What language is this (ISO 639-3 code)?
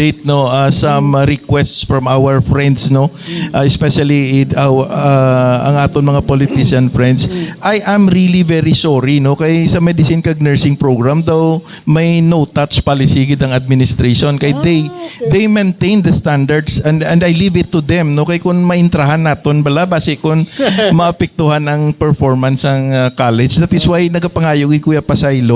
hil